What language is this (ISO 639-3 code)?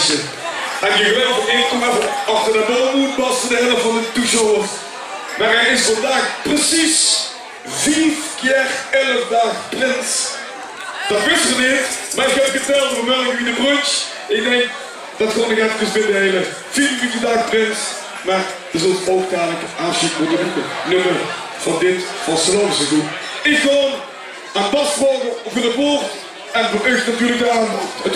lim